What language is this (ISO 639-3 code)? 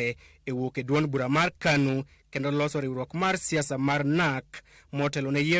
luo